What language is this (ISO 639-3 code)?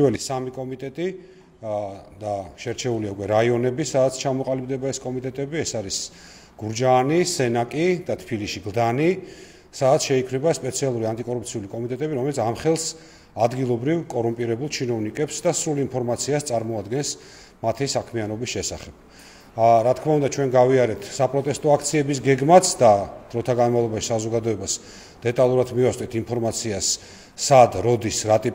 kat